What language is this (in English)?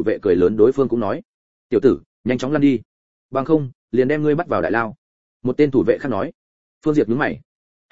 Vietnamese